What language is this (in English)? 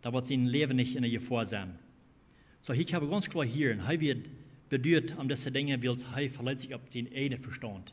Plautdietsch